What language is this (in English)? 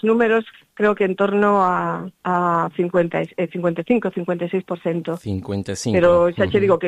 Galician